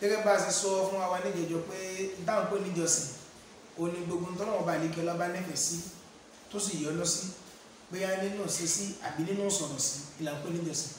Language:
Yoruba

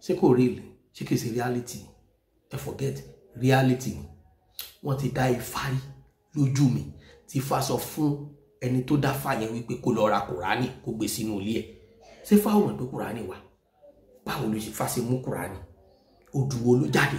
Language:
Yoruba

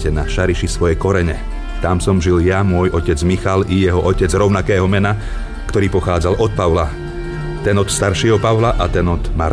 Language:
Slovak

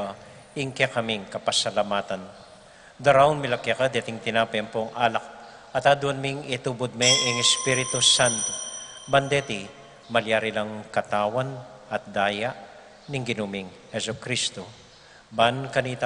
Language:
Pampanga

